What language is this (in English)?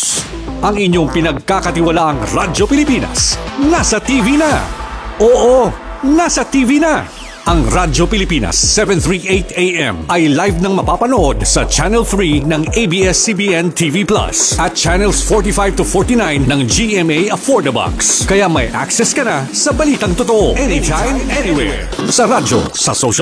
Filipino